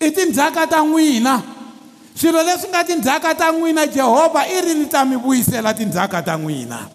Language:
Tsonga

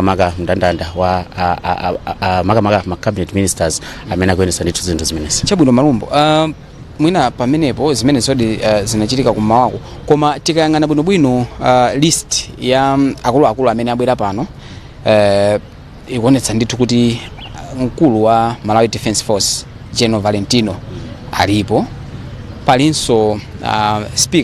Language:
Nyanja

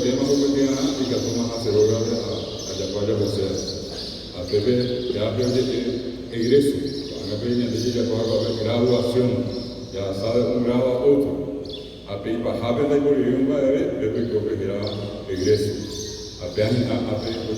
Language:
Guarani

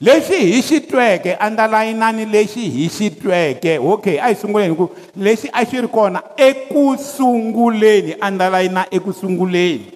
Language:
Tsonga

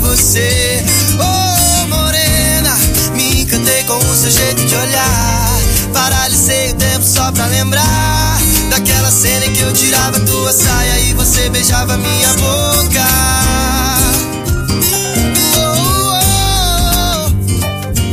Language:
Portuguese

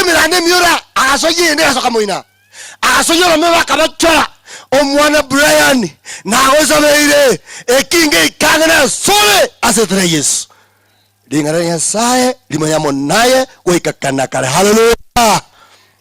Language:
Gusii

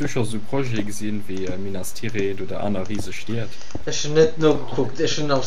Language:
Luxembourgish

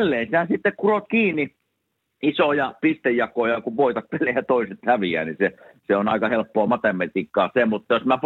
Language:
Finnish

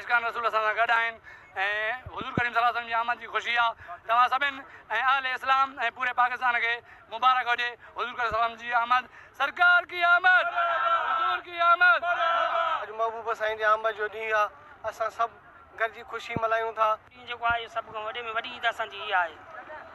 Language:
Sindhi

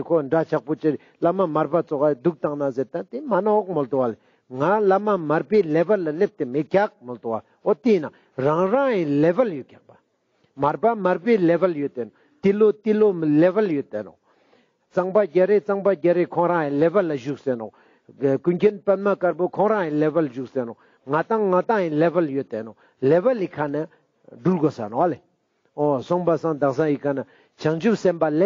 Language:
Ladakhi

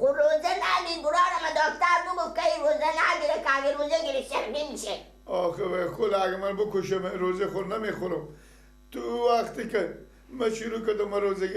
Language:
Persian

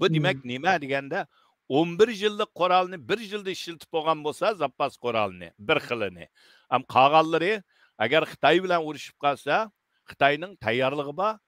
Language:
Uyghur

